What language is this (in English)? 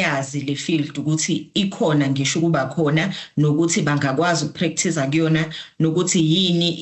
Zulu